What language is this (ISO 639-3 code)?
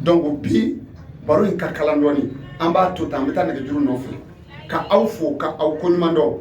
bam